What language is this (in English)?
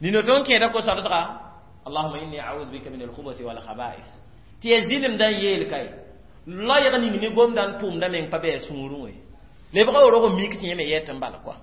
Mossi